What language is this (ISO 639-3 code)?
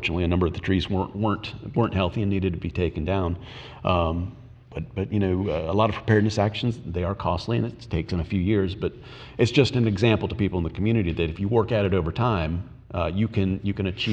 eng